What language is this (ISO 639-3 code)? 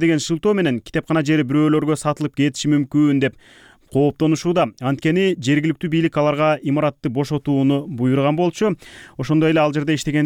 kir